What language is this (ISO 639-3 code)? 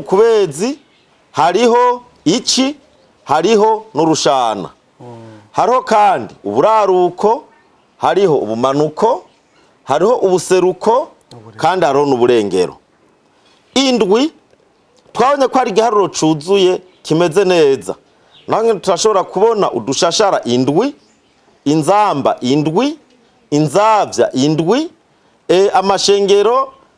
run